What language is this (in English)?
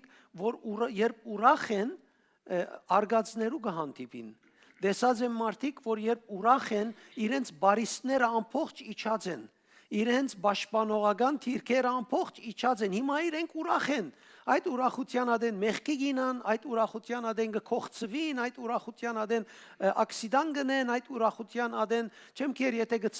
Western Armenian